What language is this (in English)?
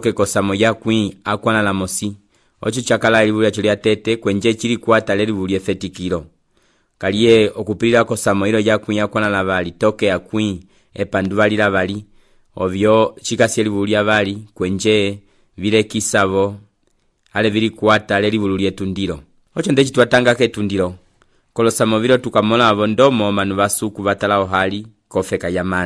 Umbundu